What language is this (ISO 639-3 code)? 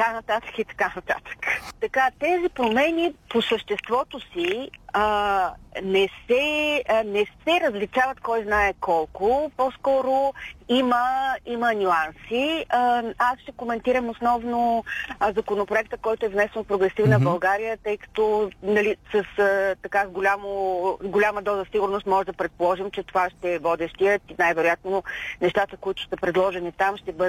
bul